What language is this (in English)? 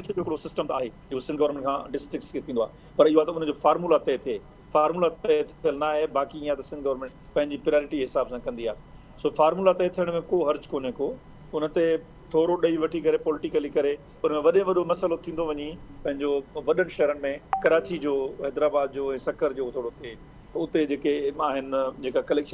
Sindhi